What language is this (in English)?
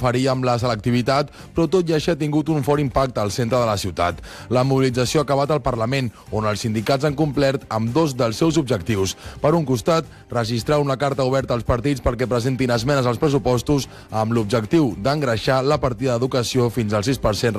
Catalan